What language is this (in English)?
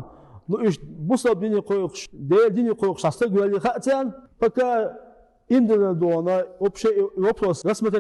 Chechen